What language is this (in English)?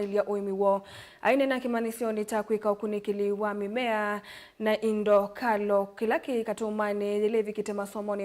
Kamba